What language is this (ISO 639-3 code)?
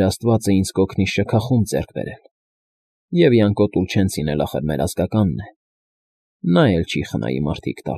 hye